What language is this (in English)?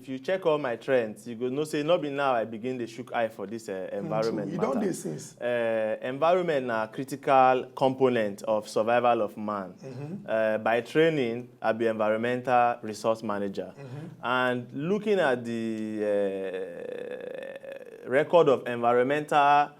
Nigerian Pidgin